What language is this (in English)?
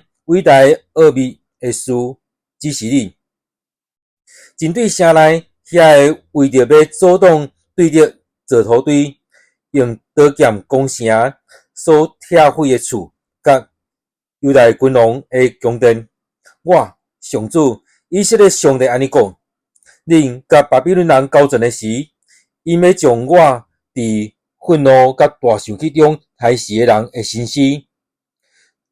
Min Nan Chinese